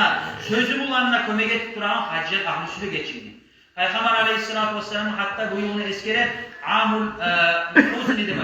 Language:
Kumyk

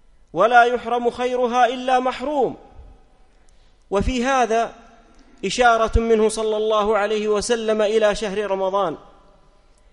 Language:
Arabic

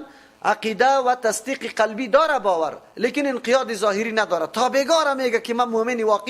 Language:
Persian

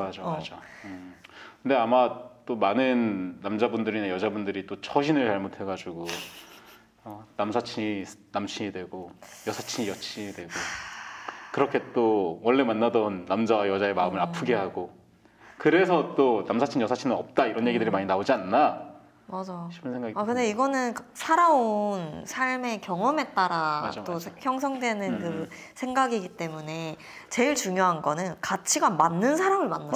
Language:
Korean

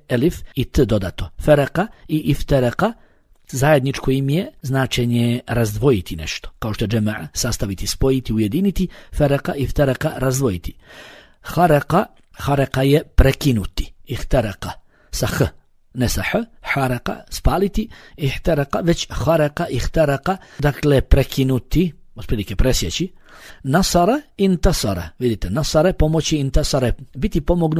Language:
Bosnian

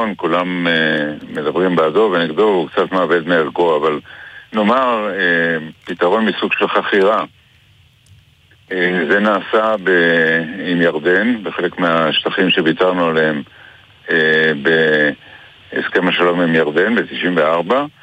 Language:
Hebrew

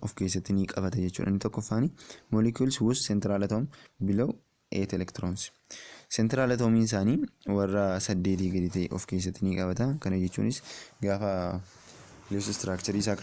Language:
Oromo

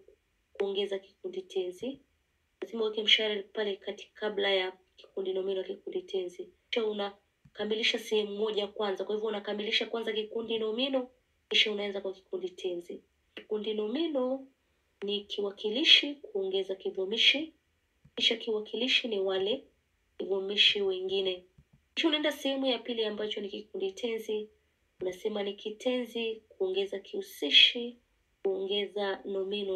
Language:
Swahili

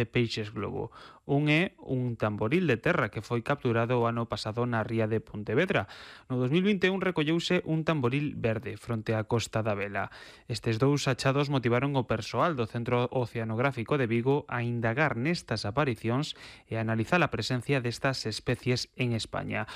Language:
Galician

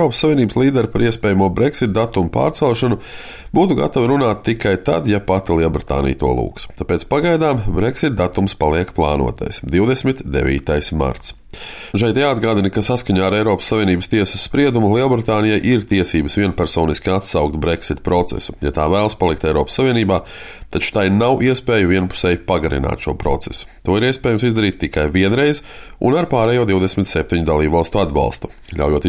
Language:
Latvian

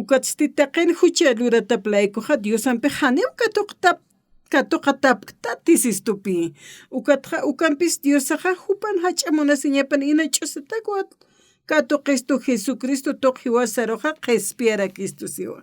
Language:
Aymara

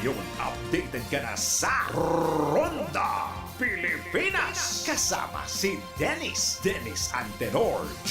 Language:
Bikol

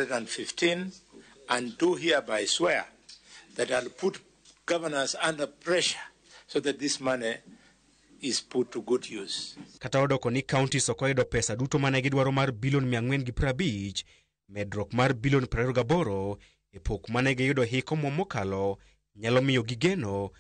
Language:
Luo (Kenya and Tanzania)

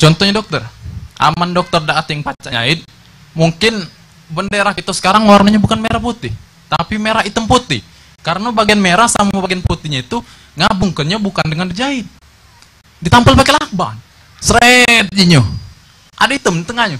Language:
Musi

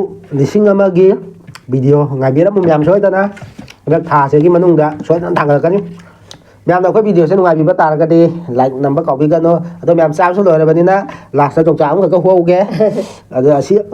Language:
Manipuri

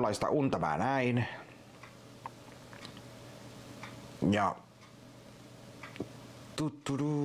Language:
Finnish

